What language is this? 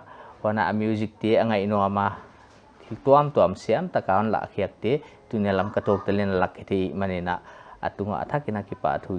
Paite Chin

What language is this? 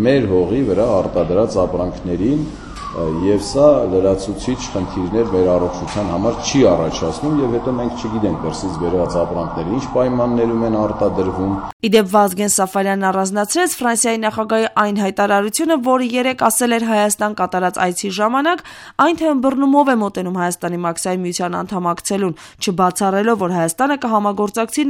Armenian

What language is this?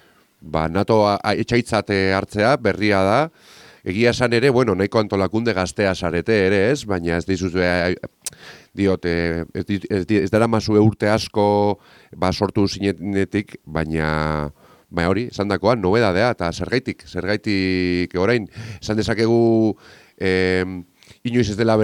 Basque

